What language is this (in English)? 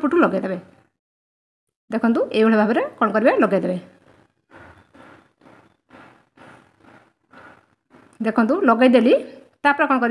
Odia